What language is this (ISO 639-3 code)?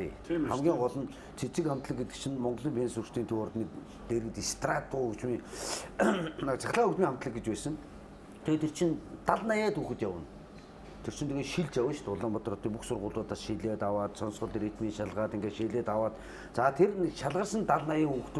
mon